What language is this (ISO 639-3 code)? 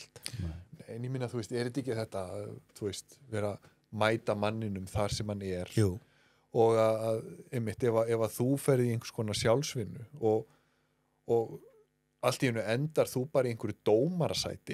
isl